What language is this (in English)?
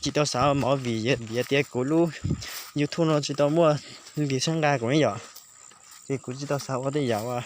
Hmong